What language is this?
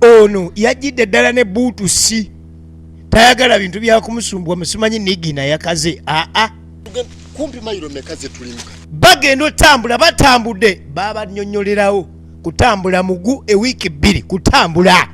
Ganda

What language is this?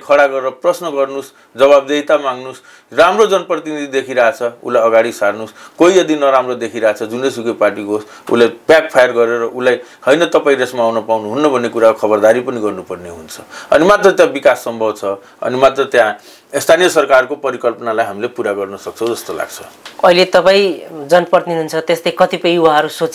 Nepali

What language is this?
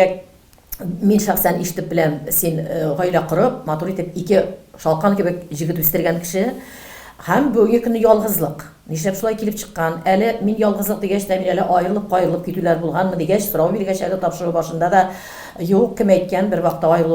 Tatar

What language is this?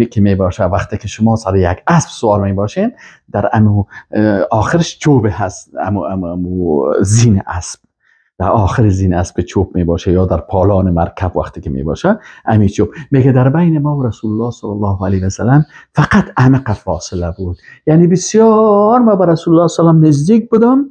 Persian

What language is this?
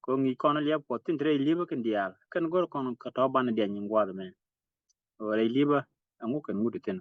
Nuer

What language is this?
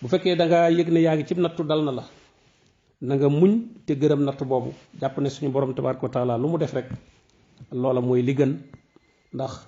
Wolof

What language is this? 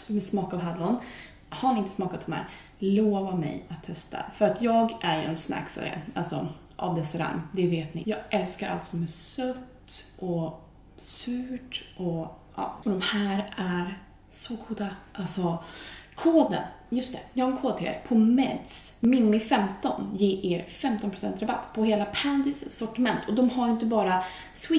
Swedish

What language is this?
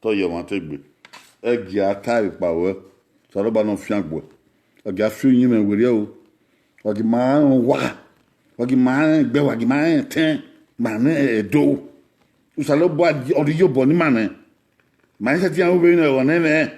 Bini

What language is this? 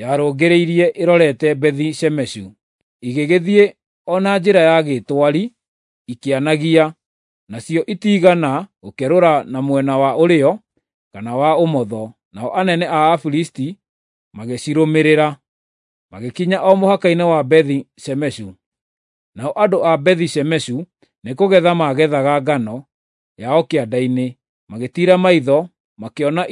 Kikuyu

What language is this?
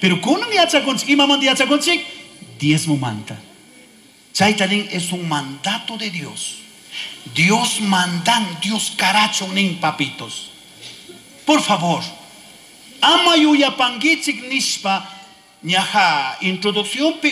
Chimborazo Highland Quichua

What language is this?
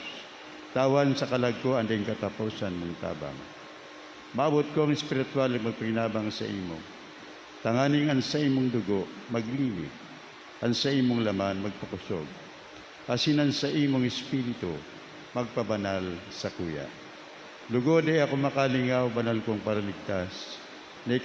Bikol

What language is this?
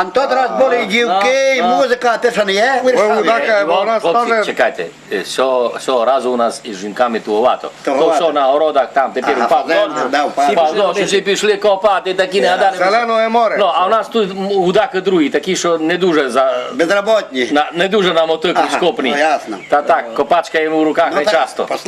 Rusyn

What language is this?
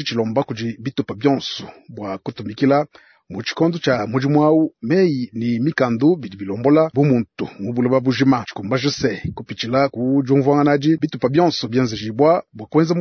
Luba-Lulua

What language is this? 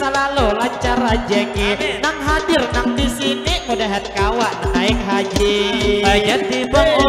Banjar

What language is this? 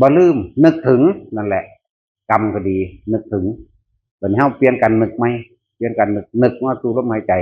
Northeastern Thai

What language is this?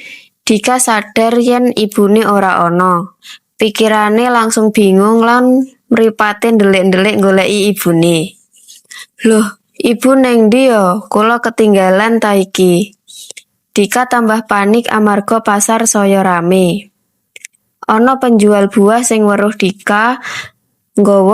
Javanese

